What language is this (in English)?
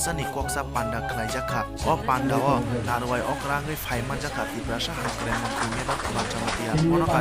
Kok Borok